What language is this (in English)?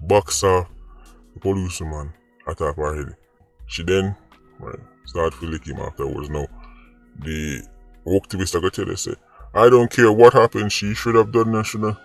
Jamaican Creole English